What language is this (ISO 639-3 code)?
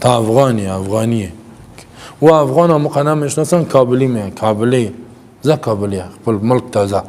fas